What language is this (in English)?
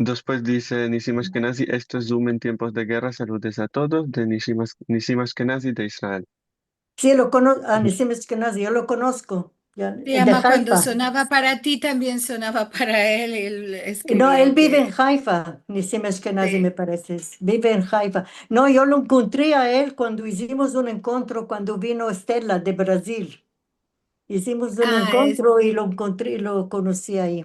Ladino